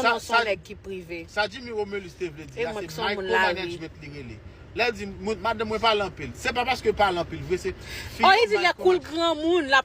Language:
Haitian Creole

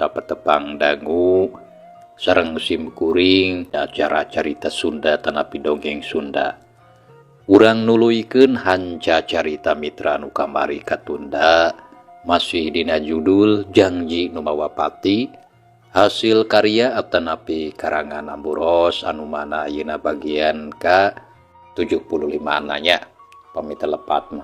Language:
Sundanese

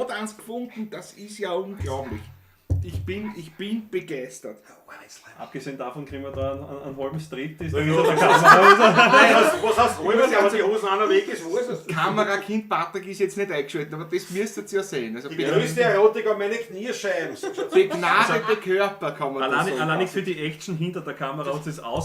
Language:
Bavarian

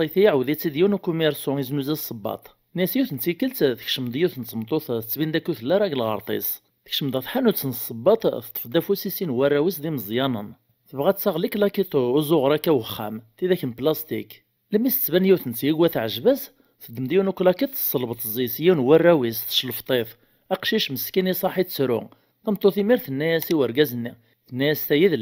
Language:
Kabyle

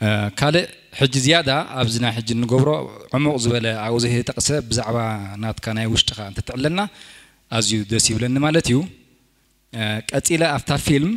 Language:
Tigrinya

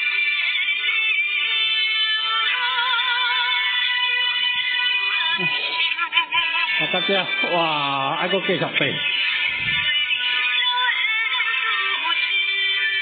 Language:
Min Nan Chinese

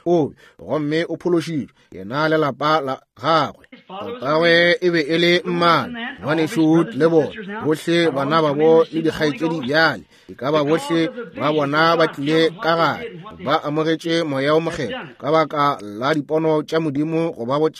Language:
Northern Sotho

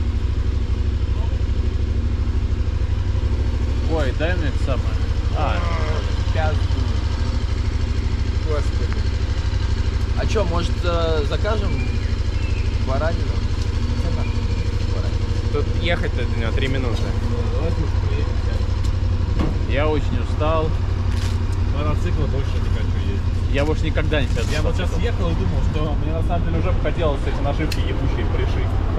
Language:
Russian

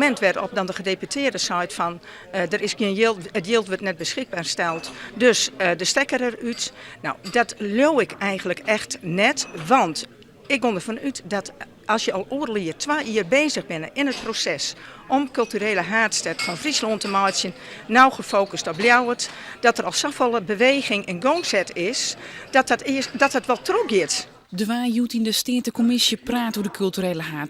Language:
Western Frisian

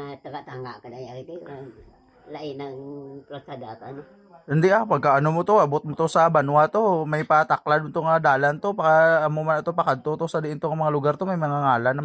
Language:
Hiligaynon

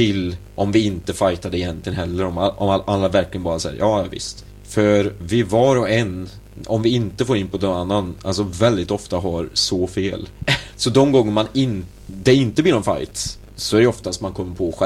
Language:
Swedish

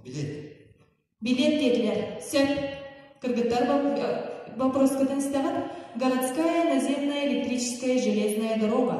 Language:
Yakut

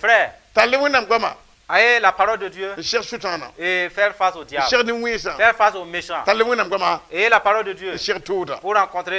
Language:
Mossi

